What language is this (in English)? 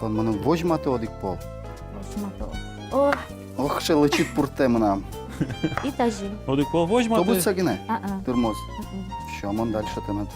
Udmurt